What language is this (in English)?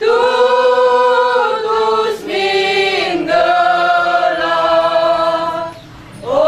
Batak Karo